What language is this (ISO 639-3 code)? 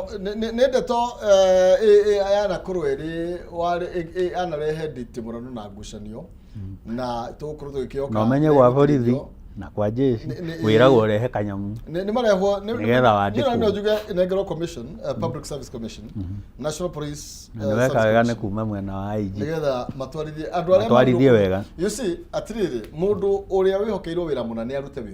kik